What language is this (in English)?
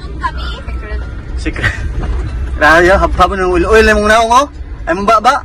Cebuano